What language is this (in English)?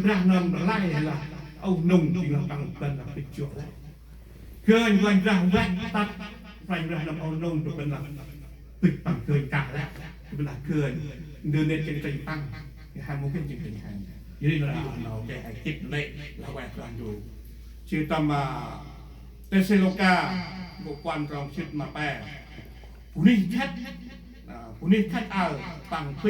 Central Mnong